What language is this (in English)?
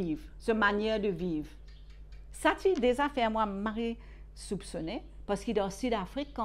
Morisyen